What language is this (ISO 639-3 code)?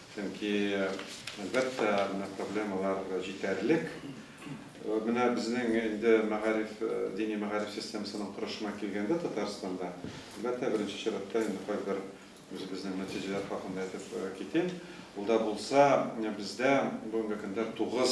tat